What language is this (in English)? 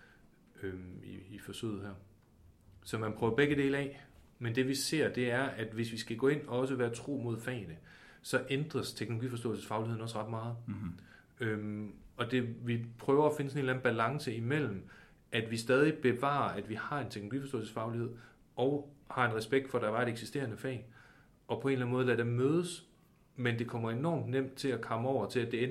Danish